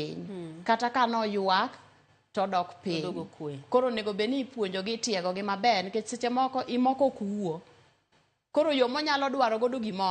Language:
Luo (Kenya and Tanzania)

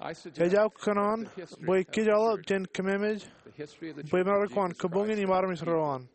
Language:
Marshallese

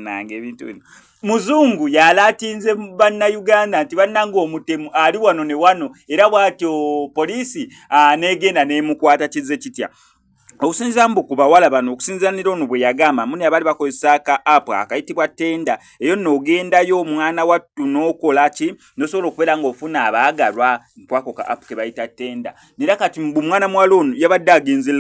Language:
Ganda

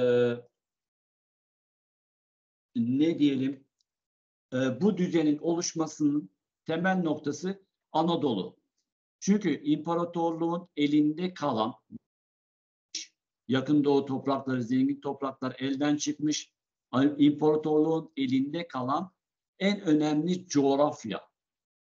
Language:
Turkish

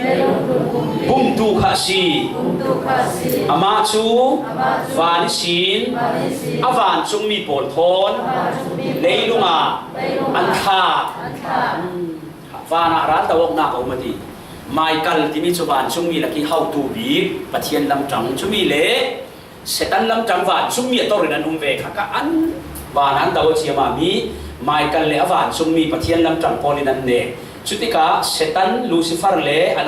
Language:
Falam Chin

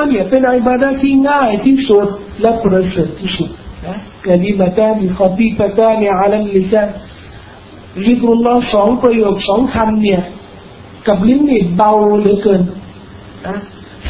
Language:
Thai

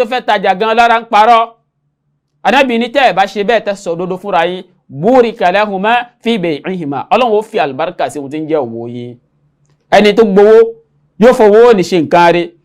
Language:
Yoruba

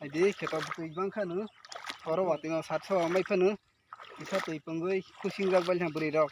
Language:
Kok Borok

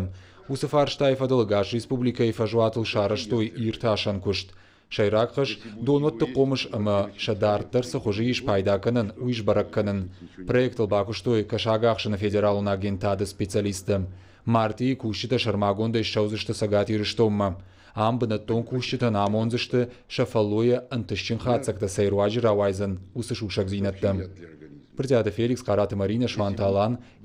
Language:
Ossetic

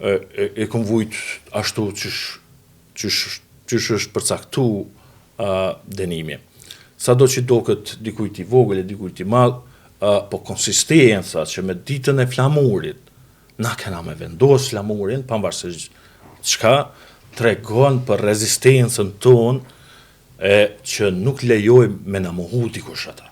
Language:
Albanian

